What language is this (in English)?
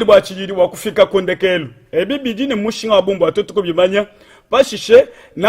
Luba-Lulua